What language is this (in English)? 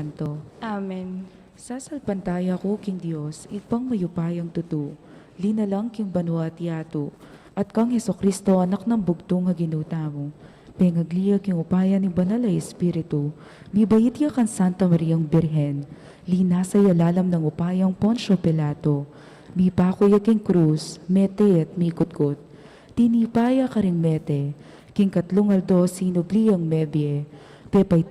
Pampanga